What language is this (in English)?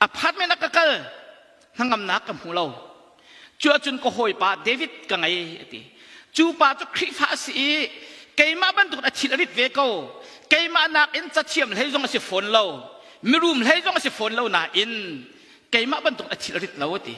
Hakha Chin